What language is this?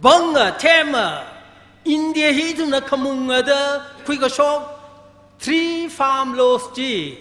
Tangkhul Naga (India)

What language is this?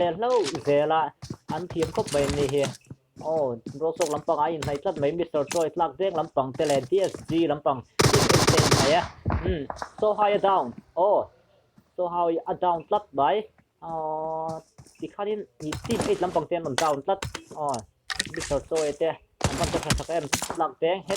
Mizo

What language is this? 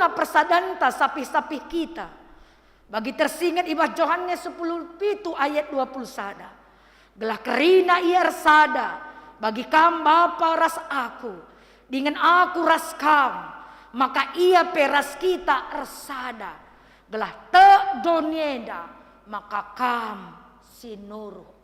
Batak Karo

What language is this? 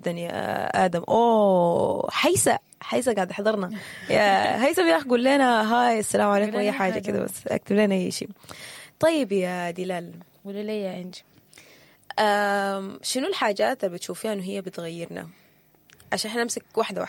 Sudanese Arabic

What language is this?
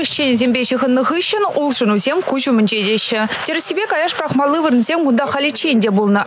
Chuvash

